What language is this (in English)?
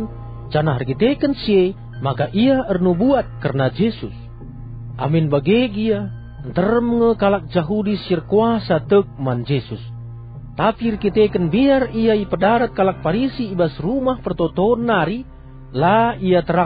Batak Karo